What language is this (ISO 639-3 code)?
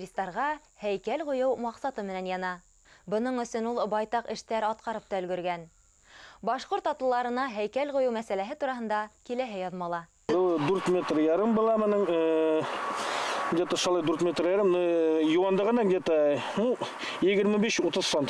bak